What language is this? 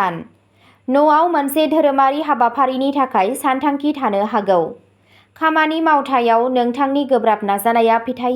Bodo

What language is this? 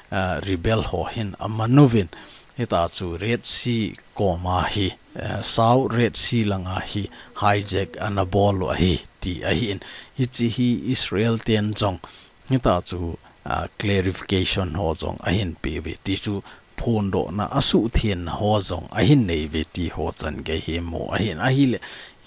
Thado Chin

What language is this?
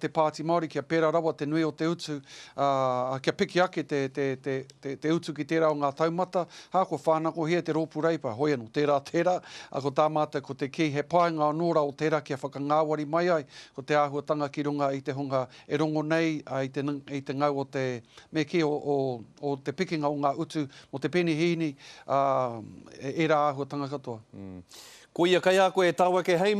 Māori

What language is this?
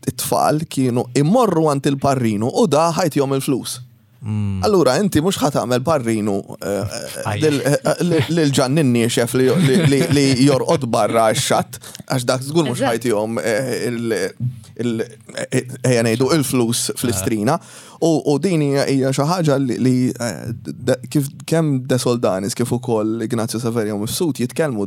Maltese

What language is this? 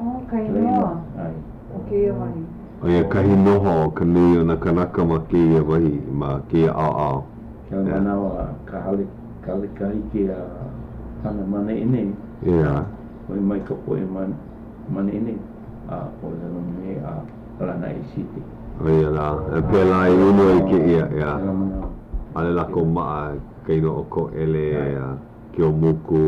Hawaiian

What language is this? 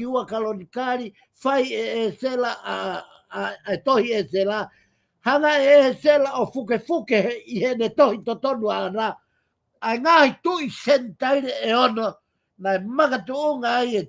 Tongan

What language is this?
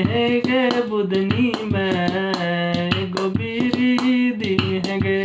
Maithili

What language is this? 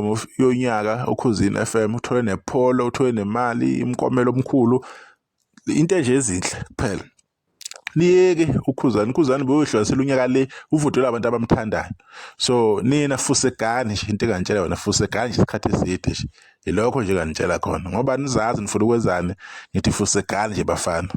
Zulu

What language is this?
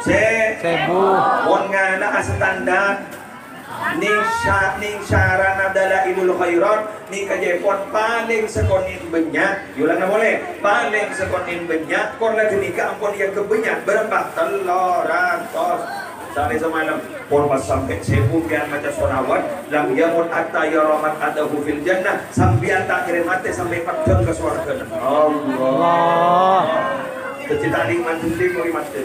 Madurese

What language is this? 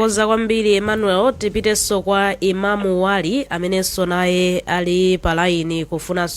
Nyanja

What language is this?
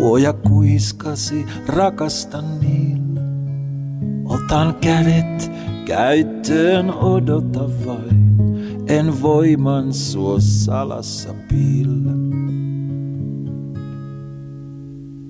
Finnish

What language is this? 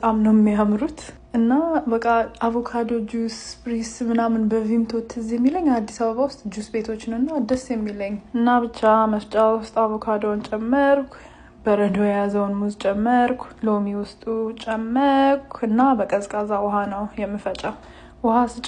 Amharic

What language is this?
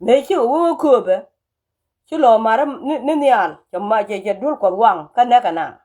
Nuer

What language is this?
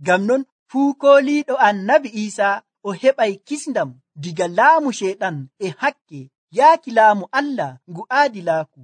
Nigerian Fulfulde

